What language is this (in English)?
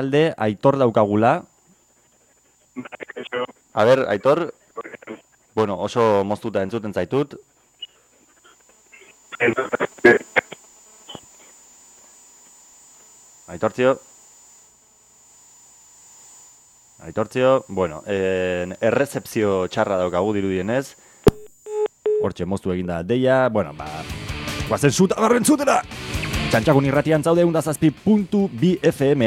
Basque